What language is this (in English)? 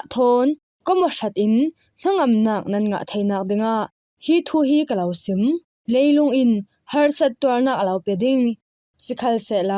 Falam Chin